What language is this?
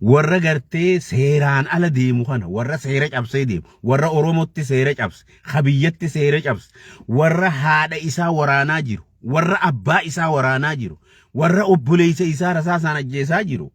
Oromo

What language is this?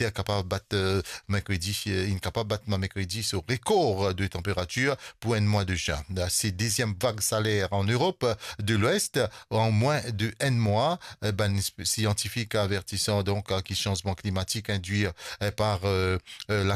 Morisyen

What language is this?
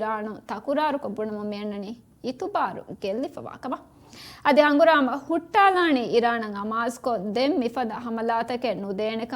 Divehi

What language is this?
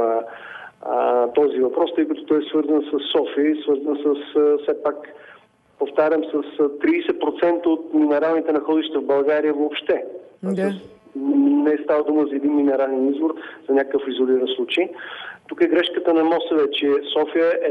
Bulgarian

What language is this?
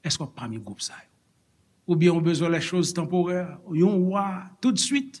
Haitian Creole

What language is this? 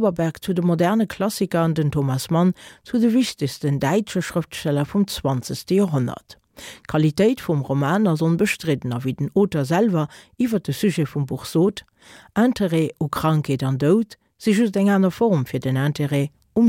Luxembourgish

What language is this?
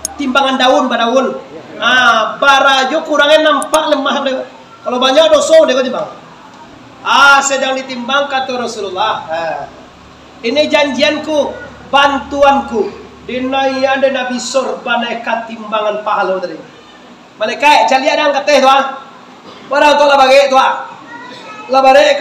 Minangkabau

